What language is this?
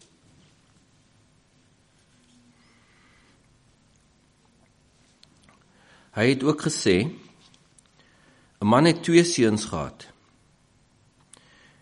Afrikaans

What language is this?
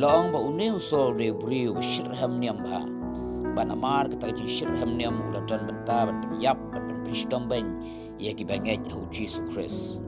Khasi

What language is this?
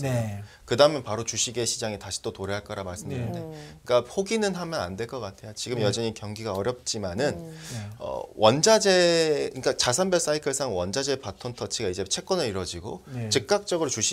Korean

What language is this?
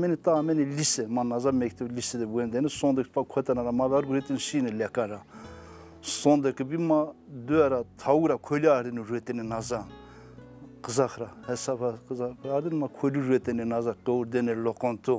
Zaza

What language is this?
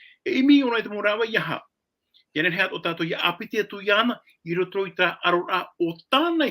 Tahitian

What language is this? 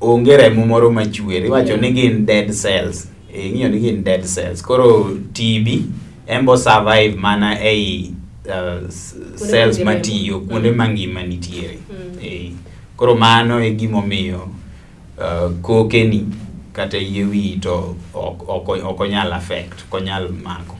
Luo (Kenya and Tanzania)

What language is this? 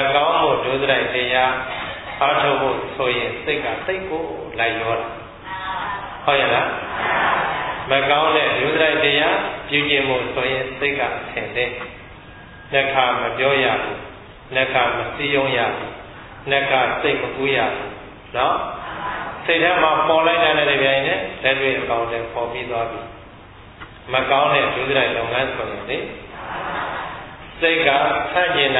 Burmese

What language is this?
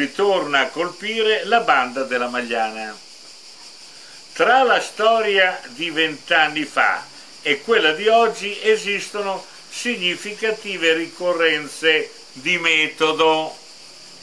Italian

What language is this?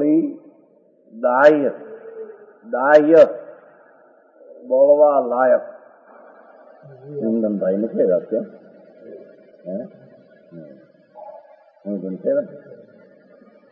Gujarati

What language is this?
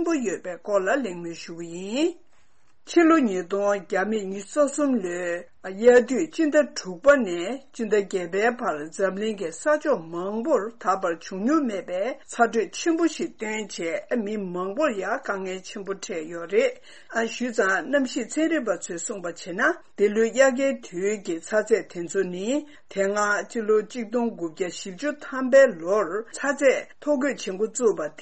Tibetan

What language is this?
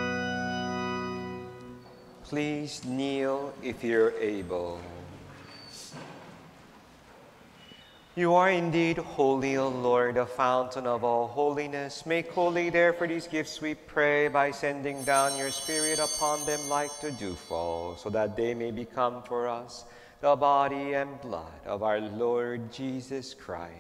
English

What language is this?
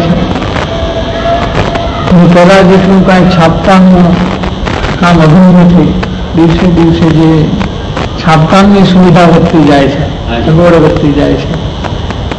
Gujarati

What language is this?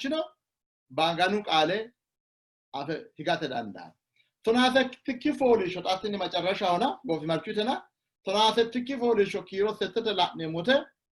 Sidamo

